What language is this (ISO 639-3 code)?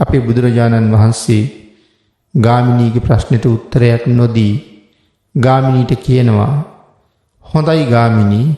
sin